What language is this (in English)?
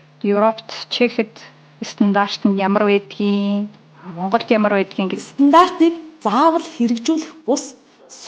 Mongolian